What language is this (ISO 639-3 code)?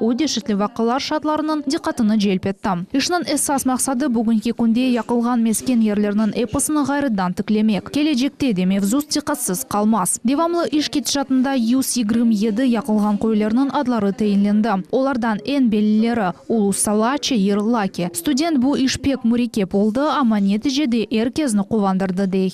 crh